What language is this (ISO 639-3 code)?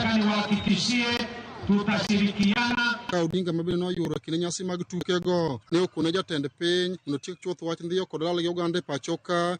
luo